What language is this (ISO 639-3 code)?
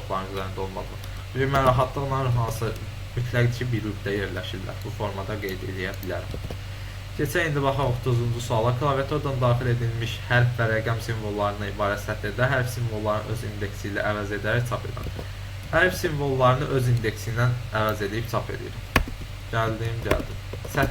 aze